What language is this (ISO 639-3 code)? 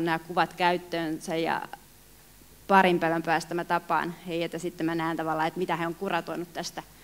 fin